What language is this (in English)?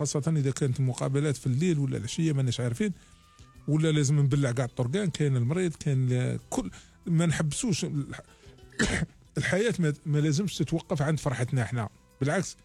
Algerian Arabic